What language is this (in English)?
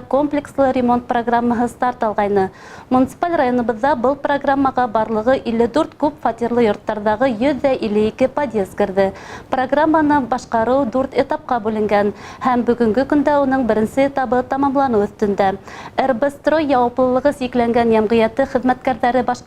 Bashkir